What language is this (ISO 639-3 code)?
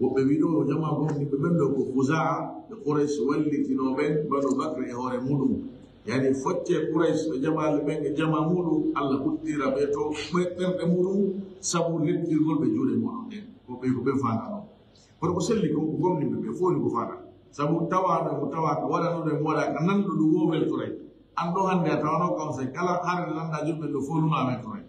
ful